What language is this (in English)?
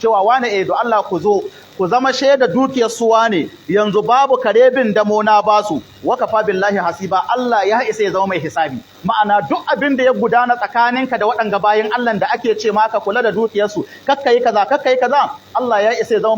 Hausa